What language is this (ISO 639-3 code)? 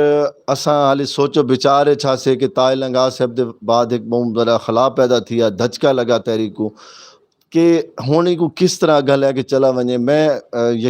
skr